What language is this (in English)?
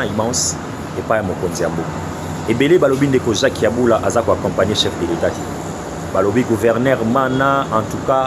Lingala